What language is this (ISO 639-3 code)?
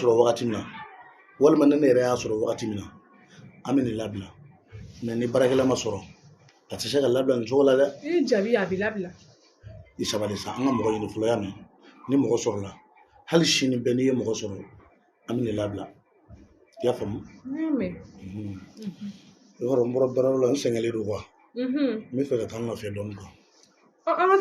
bam